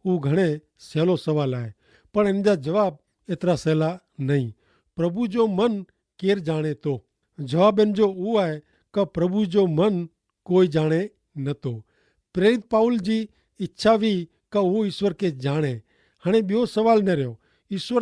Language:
Kachhi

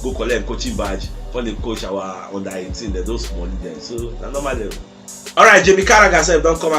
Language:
Nigerian Pidgin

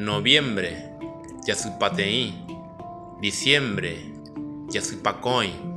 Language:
Guarani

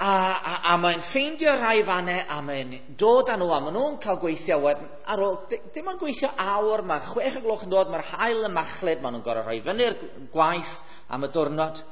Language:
Welsh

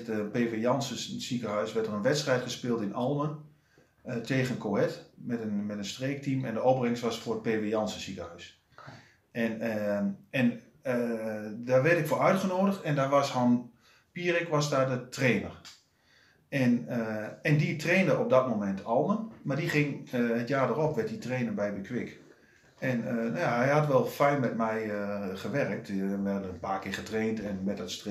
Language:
Dutch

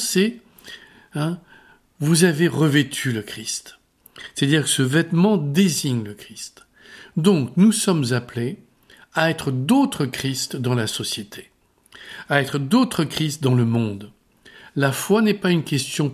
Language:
French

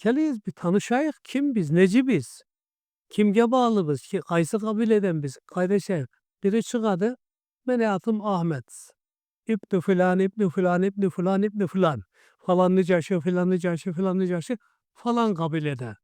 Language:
Karachay-Balkar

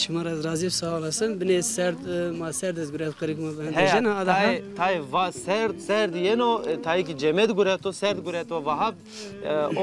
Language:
Zaza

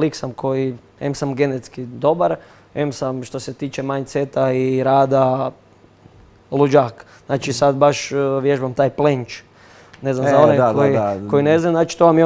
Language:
Croatian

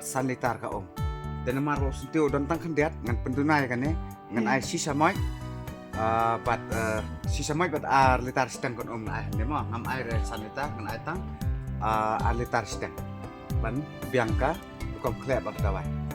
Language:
Khasi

